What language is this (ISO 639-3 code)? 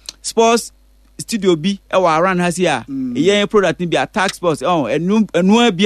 aka